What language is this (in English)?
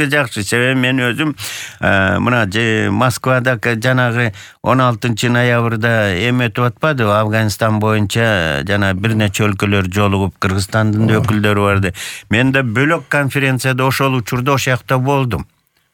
Kyrgyz